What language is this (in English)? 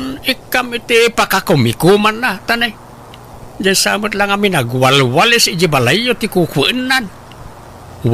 Iloko